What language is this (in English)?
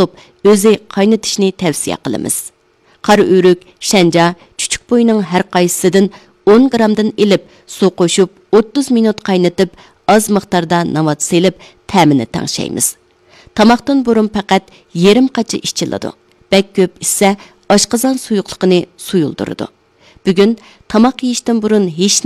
Uyghur